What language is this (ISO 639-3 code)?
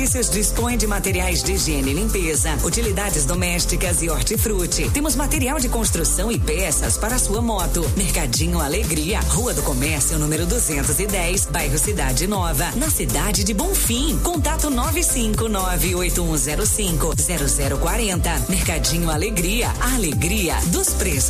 por